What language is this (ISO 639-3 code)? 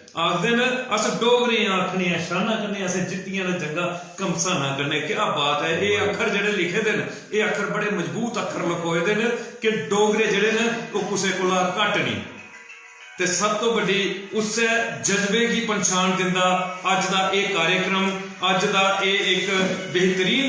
doi